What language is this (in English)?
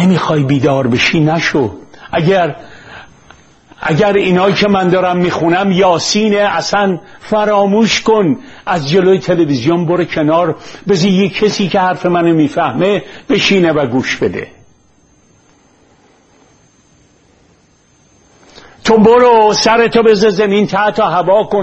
Persian